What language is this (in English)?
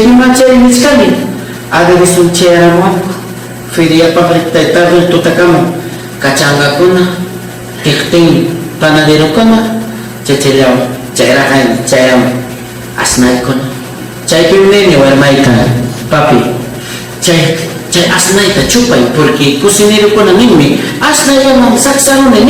Ayacucho Quechua